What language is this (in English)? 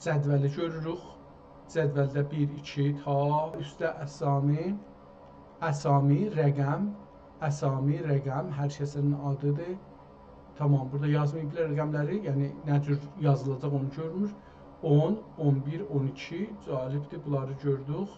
South Azerbaijani